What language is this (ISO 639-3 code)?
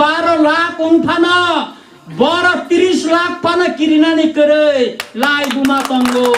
trp